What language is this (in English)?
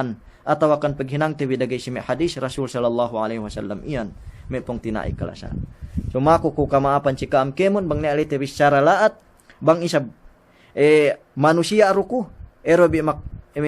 Yakan